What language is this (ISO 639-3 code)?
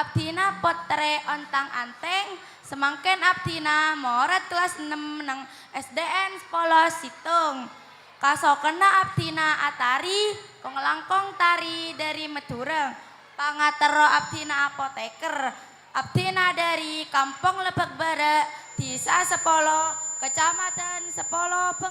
mad